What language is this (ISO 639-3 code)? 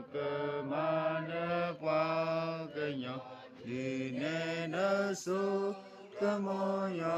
ksw